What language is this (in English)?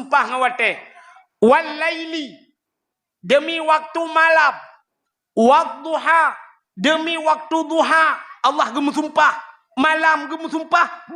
Achinese